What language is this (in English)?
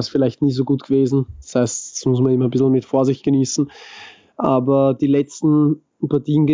German